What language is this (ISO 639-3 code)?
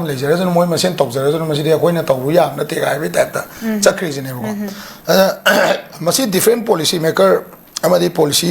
mni